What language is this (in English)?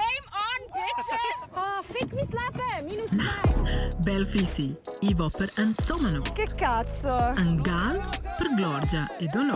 Romansh